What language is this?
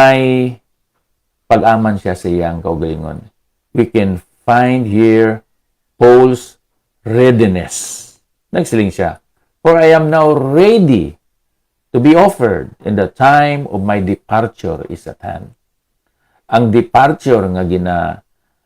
Hiligaynon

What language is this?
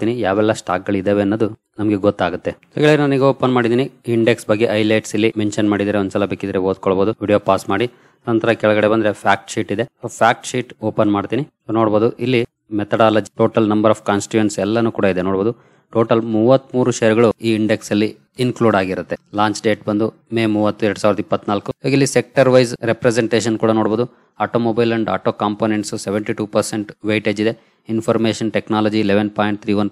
Kannada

